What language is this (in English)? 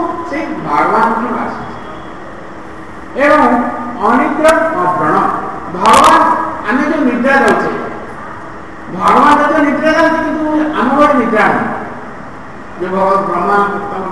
Odia